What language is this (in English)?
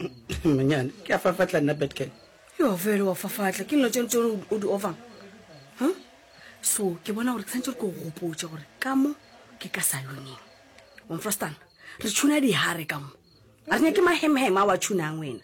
Northern Sotho